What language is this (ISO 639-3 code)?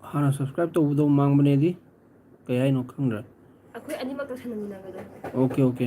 mni